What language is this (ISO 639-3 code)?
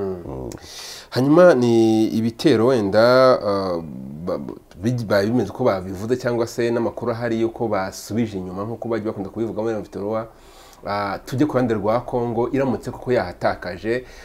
kin